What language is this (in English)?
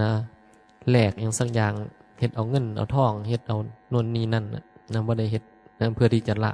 Northeastern Thai